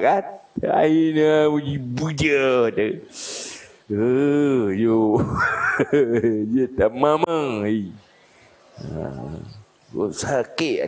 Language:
Achinese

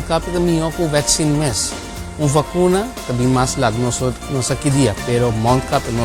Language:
Papiamento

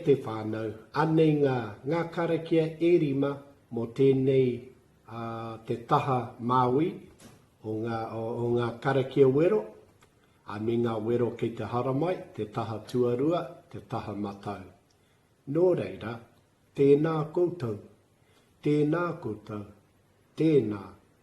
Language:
Māori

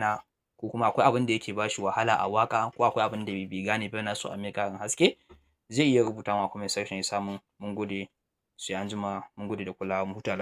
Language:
Hausa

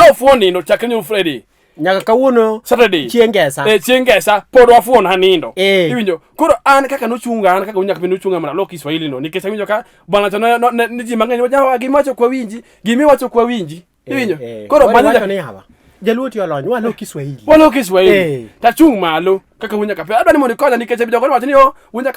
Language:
Luo (Kenya and Tanzania)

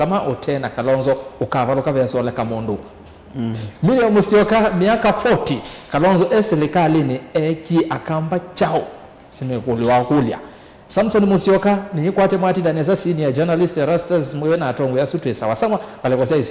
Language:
Kamba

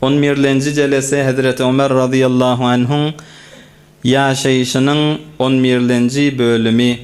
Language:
Turkmen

